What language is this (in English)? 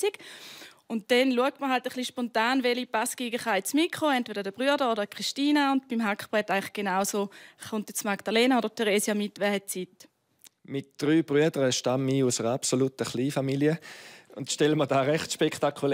Swiss German